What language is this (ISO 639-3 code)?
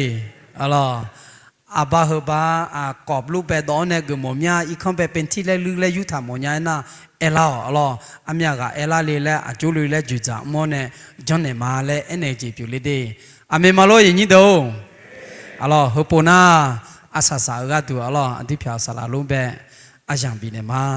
ahk